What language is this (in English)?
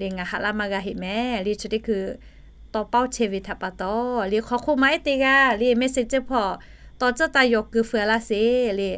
Lahu